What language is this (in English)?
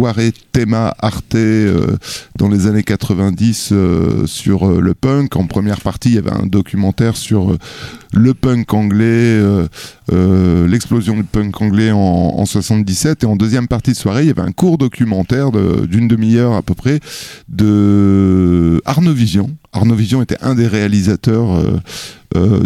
French